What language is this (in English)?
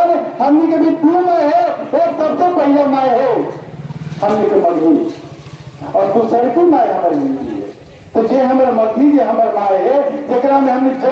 Magahi